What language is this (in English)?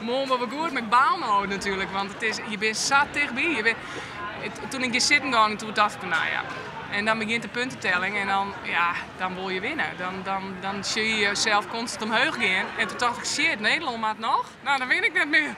Western Frisian